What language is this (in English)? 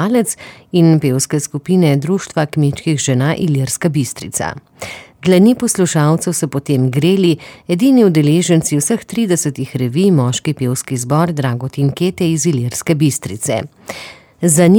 Slovenian